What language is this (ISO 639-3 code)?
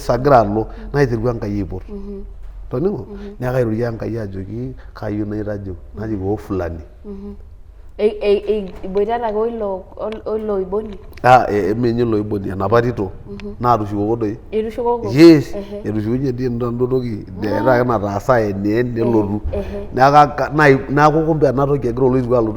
mas